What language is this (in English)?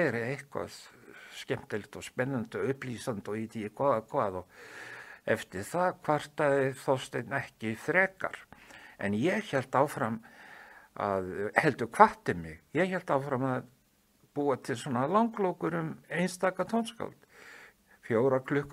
Icelandic